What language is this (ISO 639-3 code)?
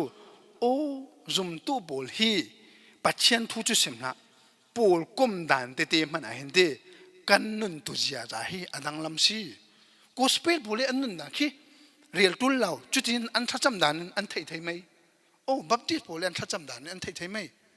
cfm